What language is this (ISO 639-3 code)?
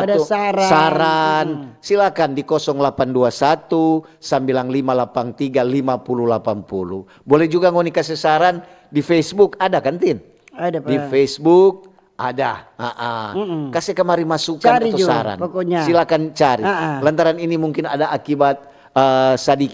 xmm